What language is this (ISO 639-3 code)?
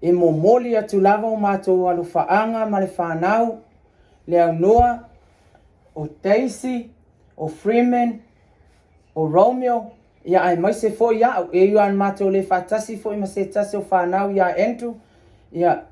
smo